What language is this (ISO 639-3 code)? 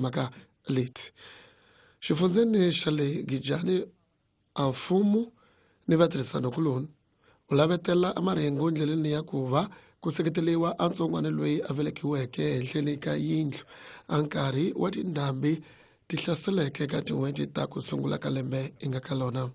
tso